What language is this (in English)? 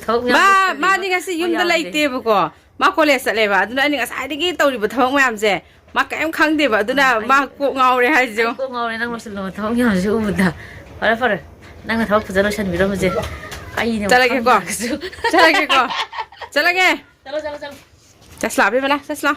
Manipuri